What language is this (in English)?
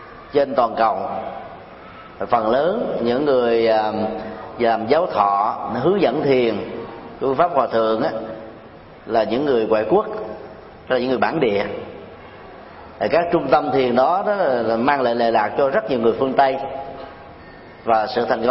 Vietnamese